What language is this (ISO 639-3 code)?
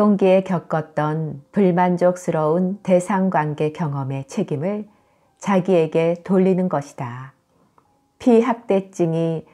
kor